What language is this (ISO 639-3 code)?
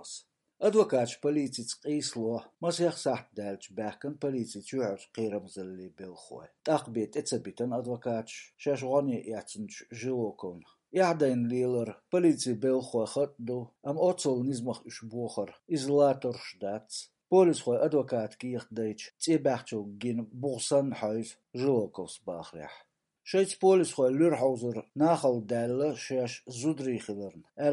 che